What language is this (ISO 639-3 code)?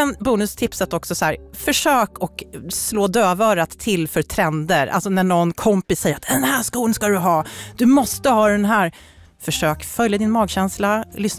swe